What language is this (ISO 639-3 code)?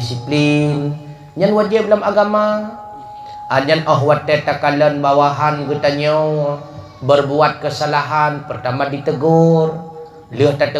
ace